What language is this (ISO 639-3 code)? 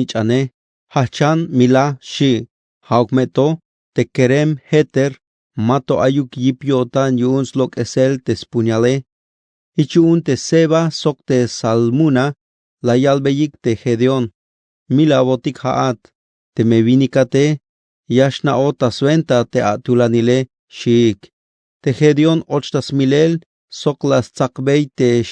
tzh